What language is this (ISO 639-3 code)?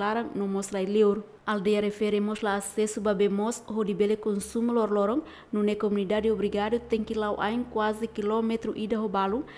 tet